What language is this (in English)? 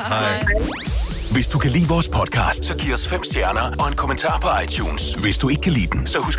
Danish